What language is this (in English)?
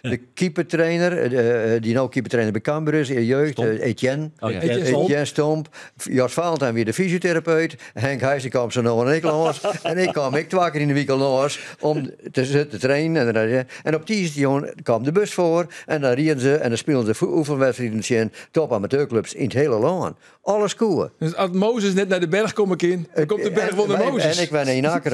Western Frisian